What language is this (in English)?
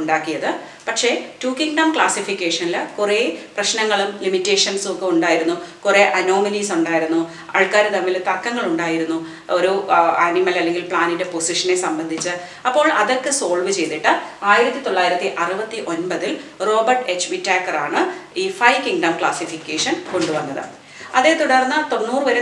Malayalam